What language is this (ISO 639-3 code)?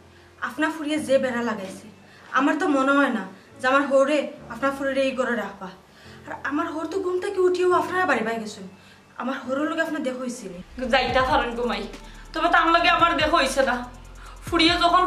syl